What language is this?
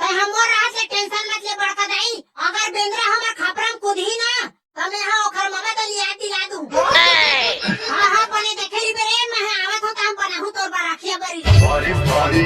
Chhattisgarhi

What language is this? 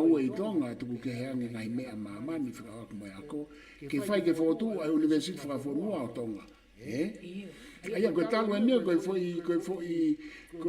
Tongan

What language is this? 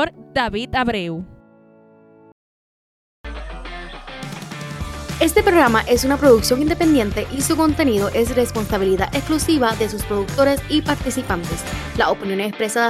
Spanish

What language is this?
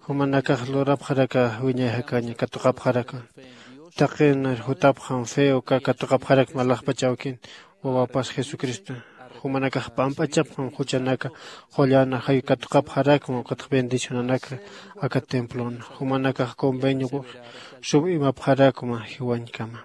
Aymara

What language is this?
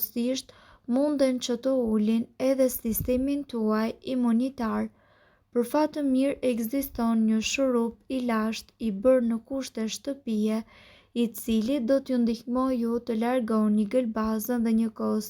Albanian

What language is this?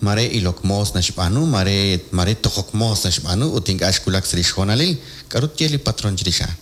Kekchí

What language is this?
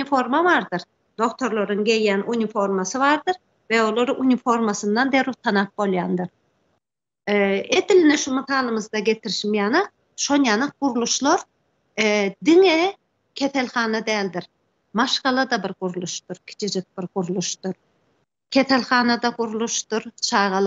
Turkmen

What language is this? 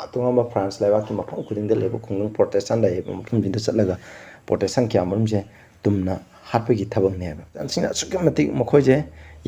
Manipuri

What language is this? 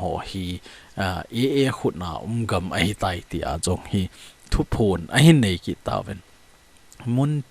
Thado Chin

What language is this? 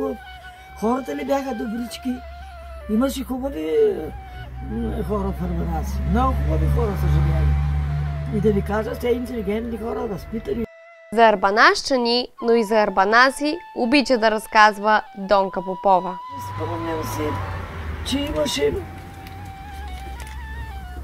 Bulgarian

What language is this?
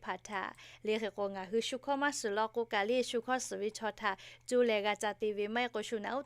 Lahu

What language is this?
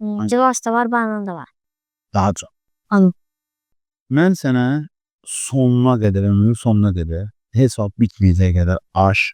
Azerbaijani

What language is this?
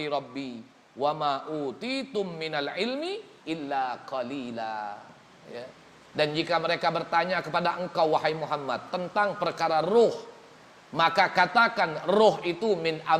Musi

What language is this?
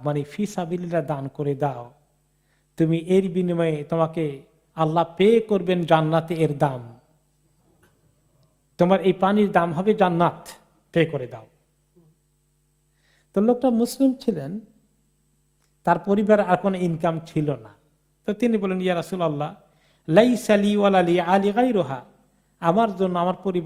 Bangla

